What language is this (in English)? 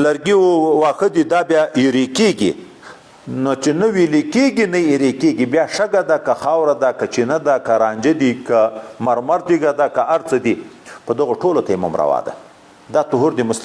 Pashto